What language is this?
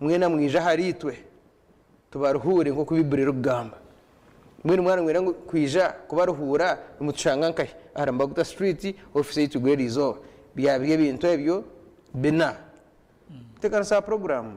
Nyankole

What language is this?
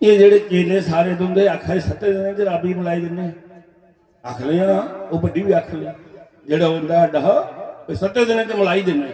Dogri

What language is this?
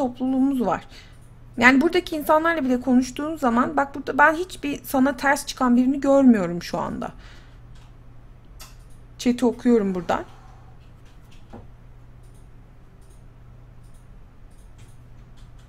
Turkish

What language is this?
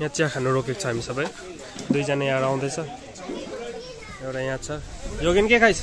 Nepali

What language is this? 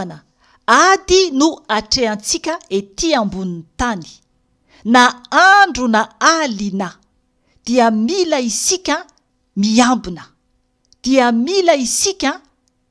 Malagasy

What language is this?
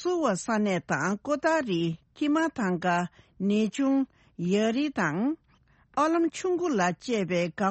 Tibetan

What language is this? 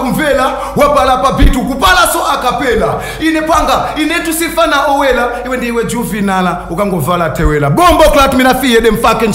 Nyanja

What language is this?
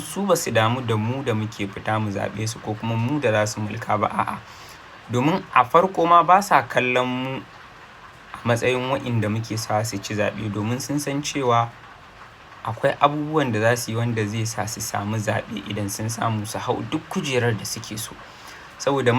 Hausa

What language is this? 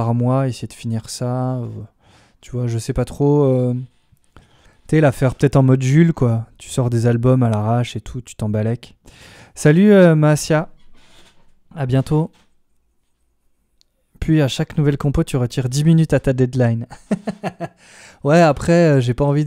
French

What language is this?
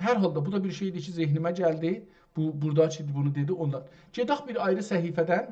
South Azerbaijani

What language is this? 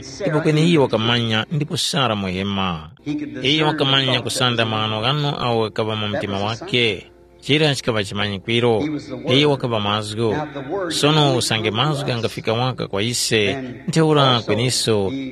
Tumbuka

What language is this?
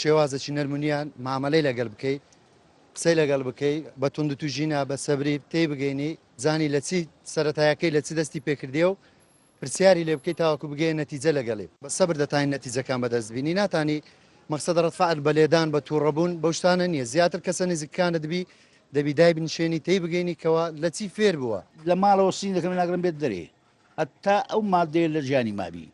Central Kurdish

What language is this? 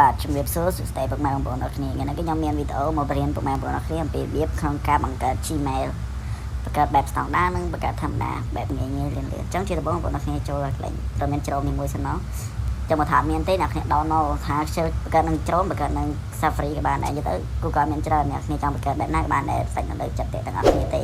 Khmer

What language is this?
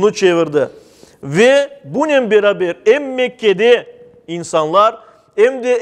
Crimean Tatar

